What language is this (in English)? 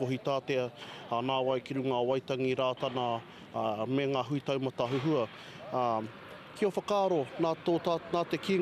Māori